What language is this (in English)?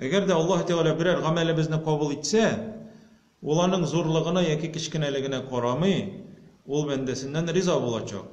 Tatar